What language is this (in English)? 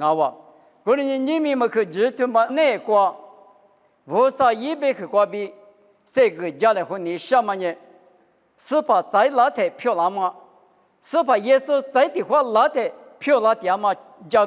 Lisu